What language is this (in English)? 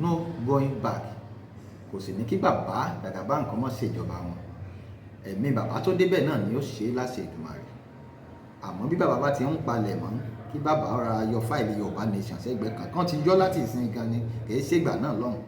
Yoruba